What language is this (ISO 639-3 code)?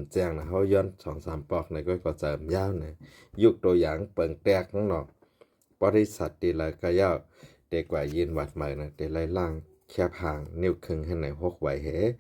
shn